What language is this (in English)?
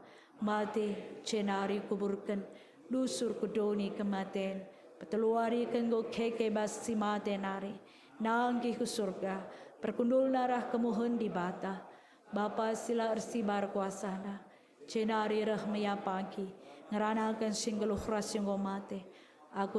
Batak Karo